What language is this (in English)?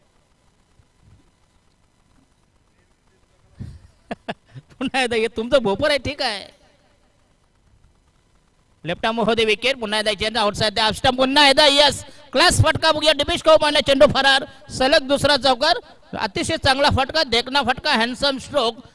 Marathi